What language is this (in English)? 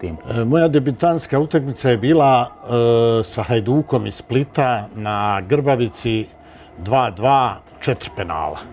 Bosnian